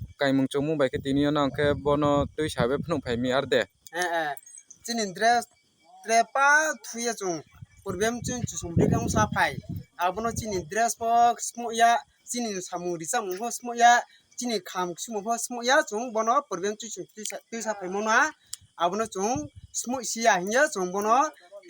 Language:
Riang (India)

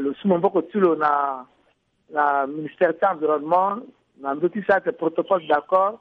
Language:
Sango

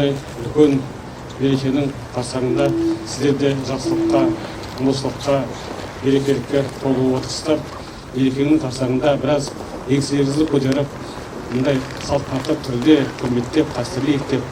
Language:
Kazakh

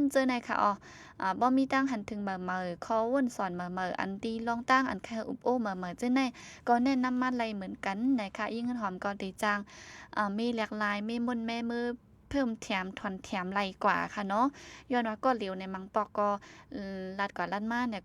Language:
Shan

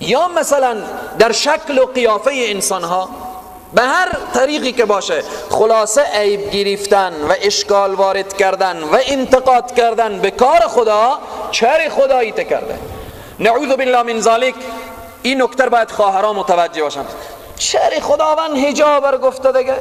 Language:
Persian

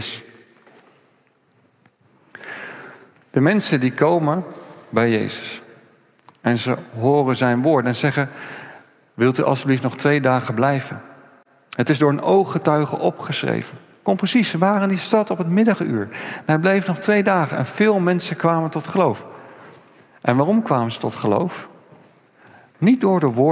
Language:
Dutch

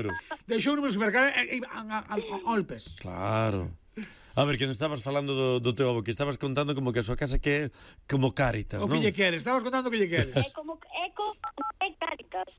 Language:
Galician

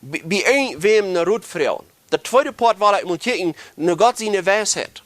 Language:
Plautdietsch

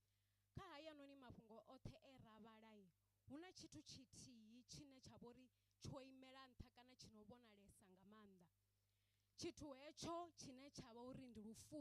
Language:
Venda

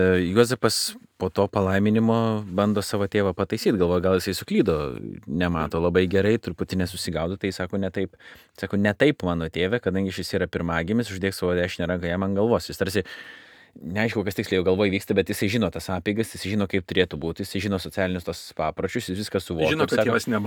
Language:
Lithuanian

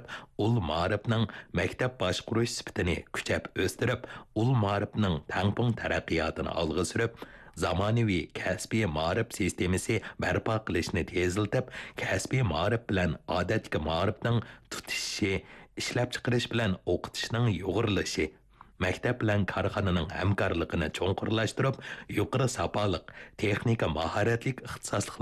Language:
Uyghur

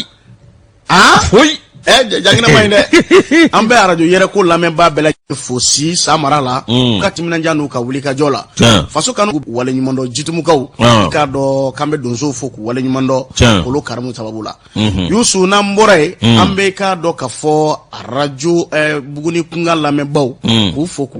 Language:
Bambara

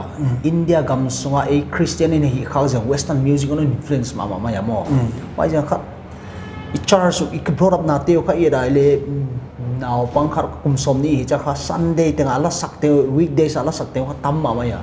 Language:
Paite Chin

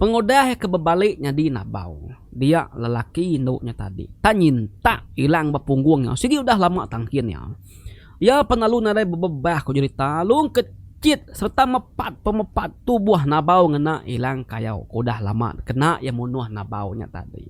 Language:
Iban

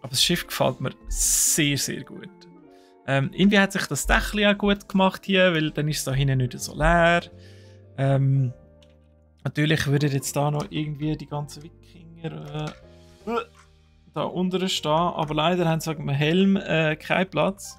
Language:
Swiss German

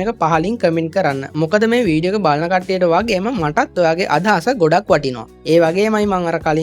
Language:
Sinhala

